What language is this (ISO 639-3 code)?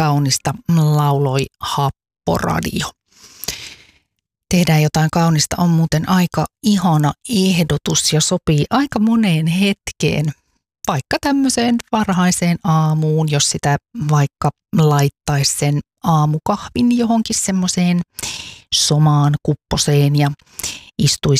fin